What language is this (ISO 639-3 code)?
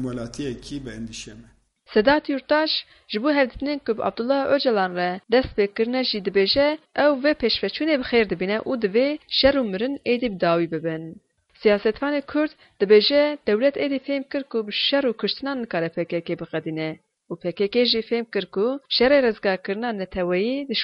kur